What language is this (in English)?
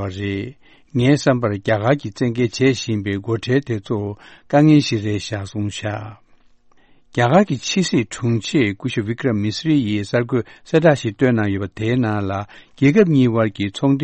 Tibetan